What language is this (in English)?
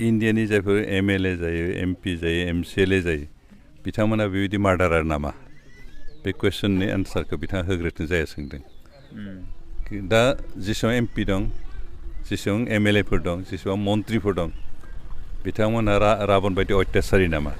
Bodo